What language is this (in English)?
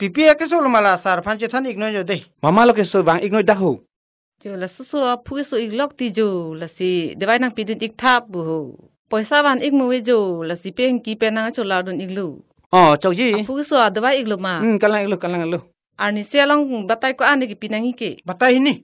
Karbi